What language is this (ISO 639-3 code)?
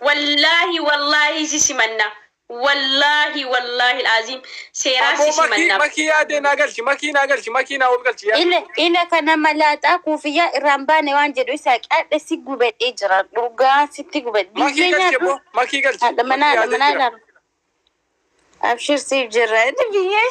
orm